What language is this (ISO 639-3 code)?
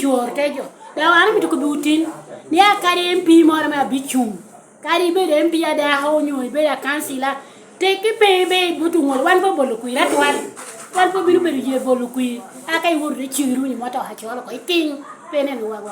laj